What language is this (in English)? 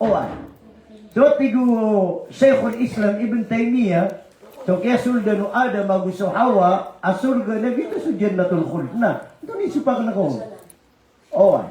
Maranao